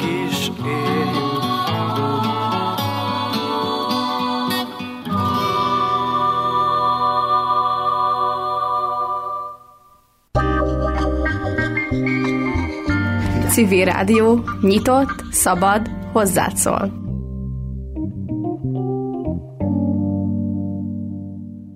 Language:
Hungarian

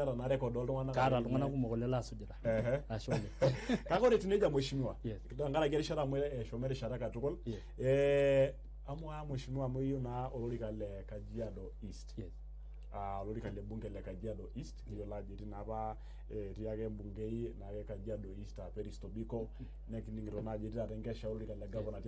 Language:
Masai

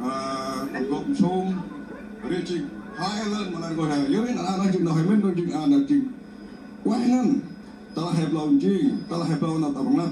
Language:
Central Mnong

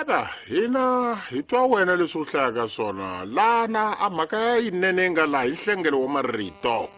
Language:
Tsonga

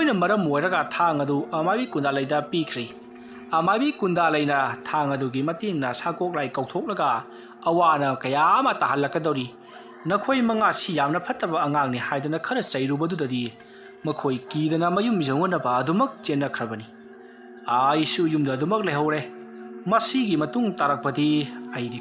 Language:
Manipuri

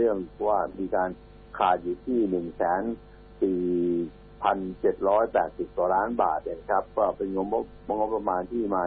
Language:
Thai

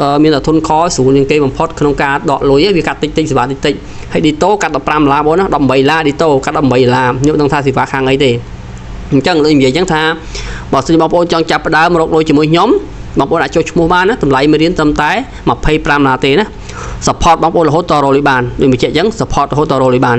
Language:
Khmer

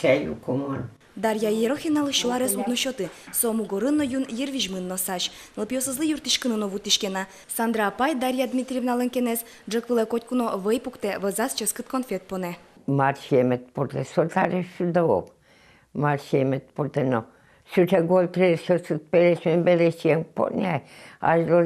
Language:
Udmurt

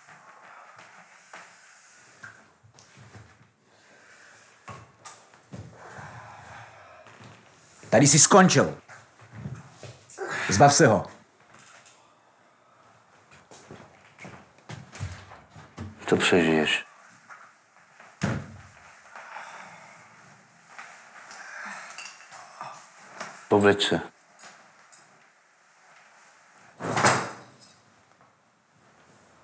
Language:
Czech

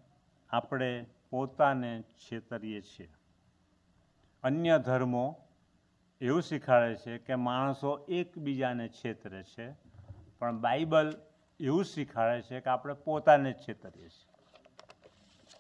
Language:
Gujarati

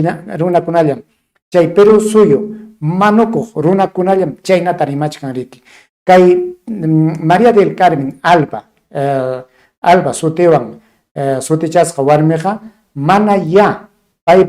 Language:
Ayacucho Quechua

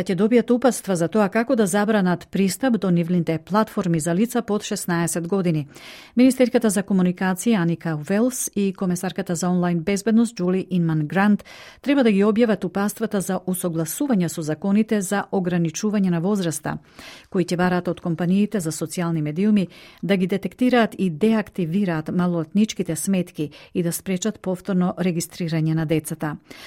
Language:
Macedonian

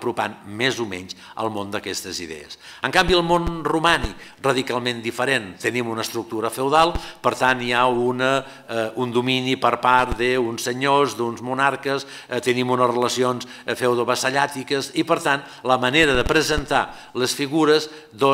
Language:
Catalan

